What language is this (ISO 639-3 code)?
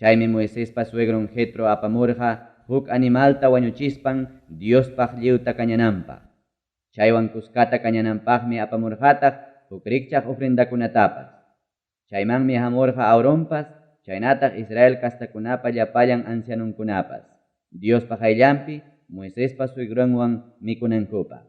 quy